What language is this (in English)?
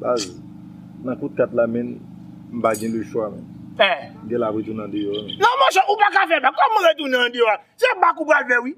Haitian Creole